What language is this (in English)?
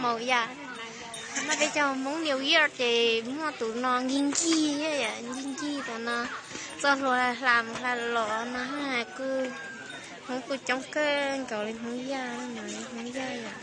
Hmong